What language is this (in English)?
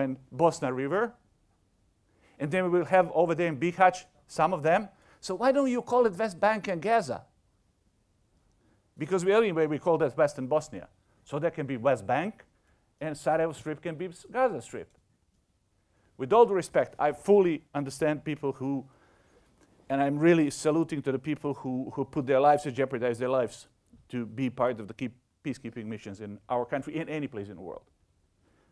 English